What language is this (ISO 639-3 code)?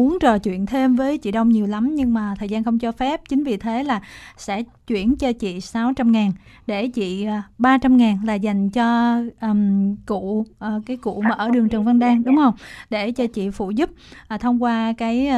vie